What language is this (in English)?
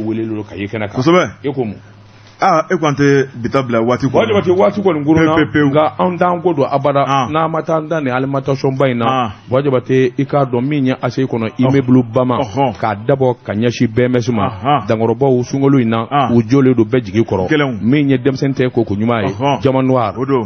Bambara